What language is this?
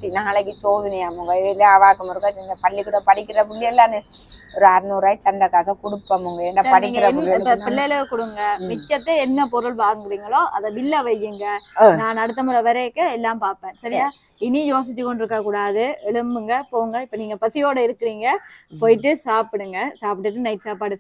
Tamil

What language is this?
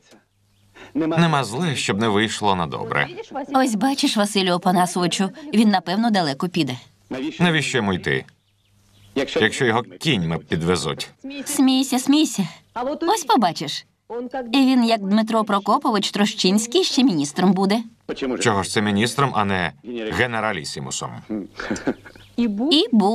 Ukrainian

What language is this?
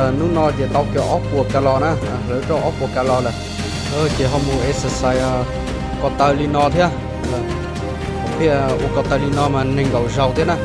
Hmong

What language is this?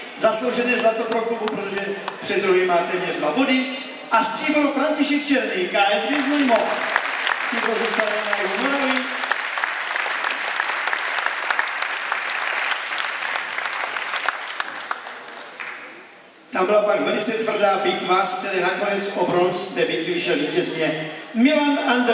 Czech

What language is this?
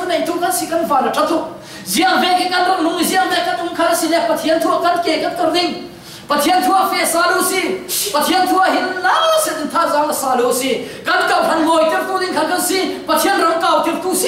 Falam Chin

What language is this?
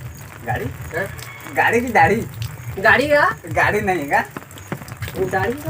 Chhattisgarhi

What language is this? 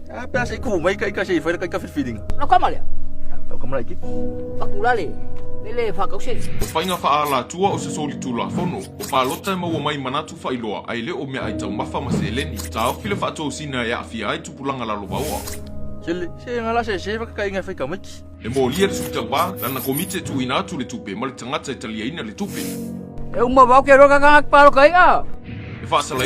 Samoan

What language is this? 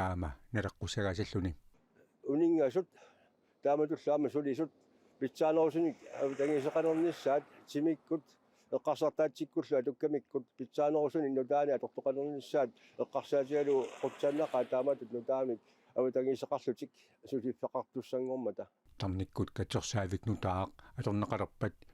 Kalaallisut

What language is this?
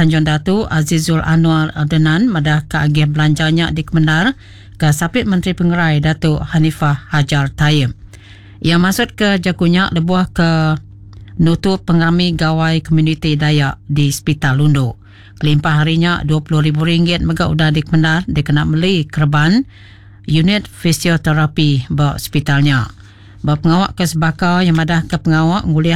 Iban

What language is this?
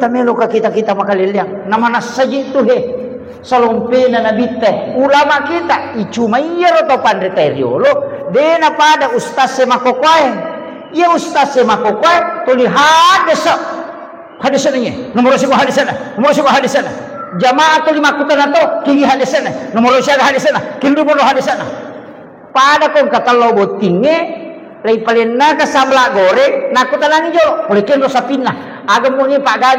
Buginese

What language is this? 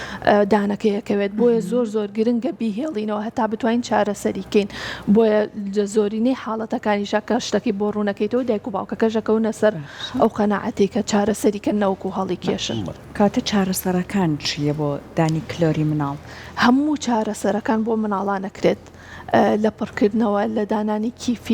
Central Kurdish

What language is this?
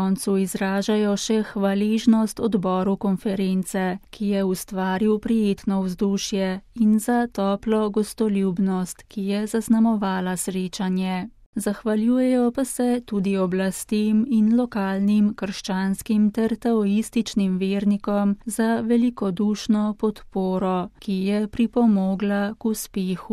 Slovenian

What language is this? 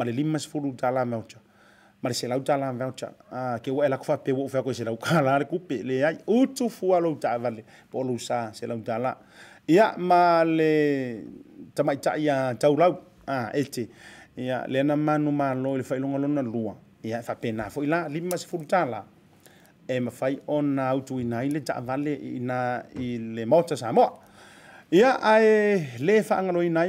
Samoan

